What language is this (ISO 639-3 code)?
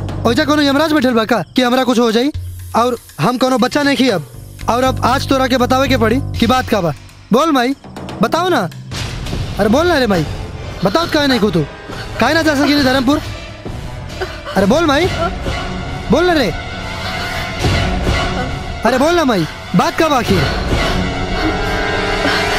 bho